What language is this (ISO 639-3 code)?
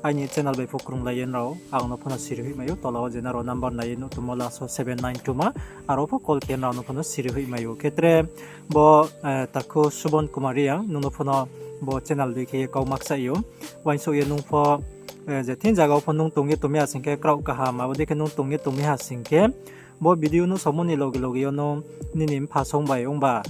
ria